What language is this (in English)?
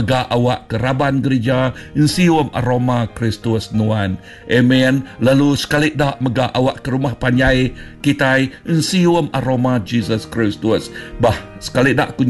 Iban